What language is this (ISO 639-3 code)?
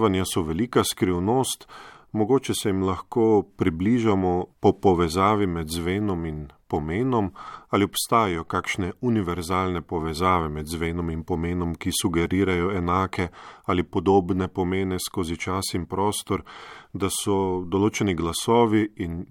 slv